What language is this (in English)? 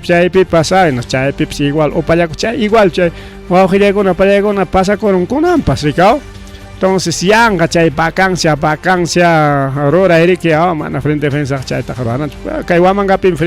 Ayacucho Quechua